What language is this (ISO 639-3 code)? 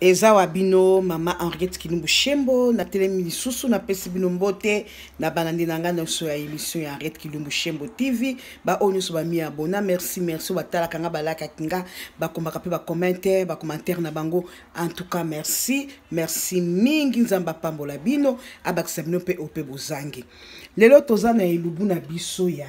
lin